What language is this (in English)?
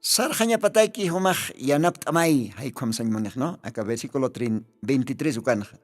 Aymara